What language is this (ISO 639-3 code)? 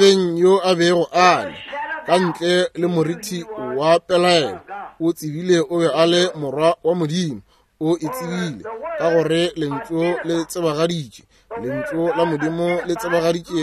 nso